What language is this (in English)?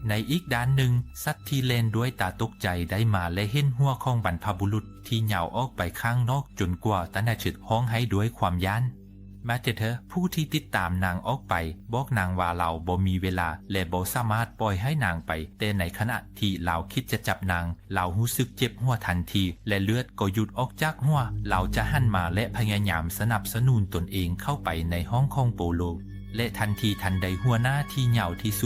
Lao